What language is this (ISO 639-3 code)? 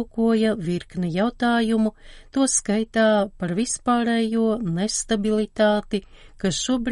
lav